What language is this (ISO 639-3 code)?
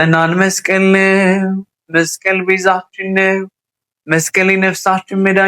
amh